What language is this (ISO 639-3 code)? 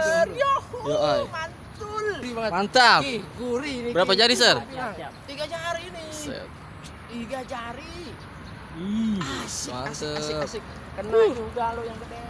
bew